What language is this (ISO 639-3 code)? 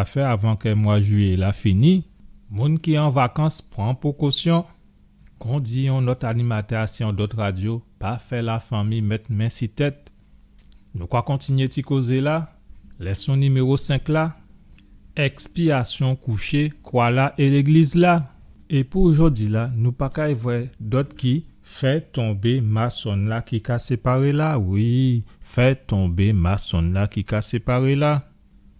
gcf